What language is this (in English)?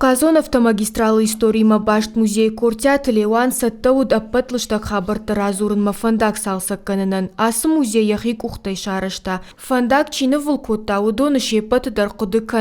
Ossetic